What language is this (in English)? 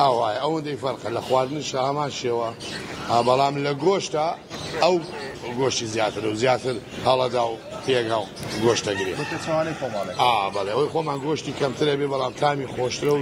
Central Kurdish